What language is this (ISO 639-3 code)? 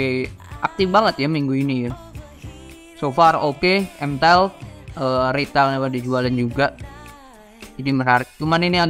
ind